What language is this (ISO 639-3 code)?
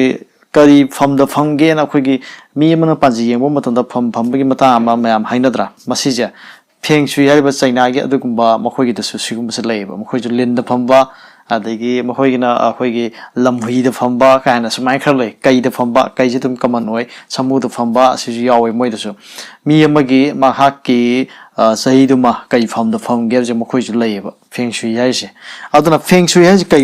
mni